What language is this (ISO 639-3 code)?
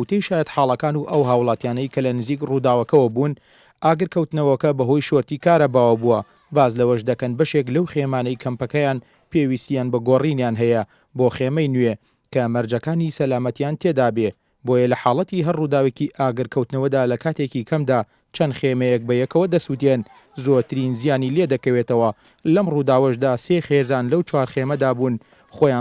ckb